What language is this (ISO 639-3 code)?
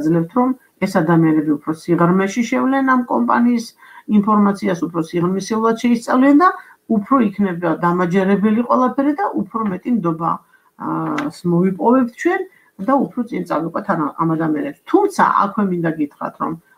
kat